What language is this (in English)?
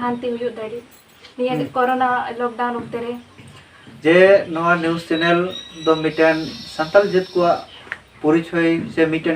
Santali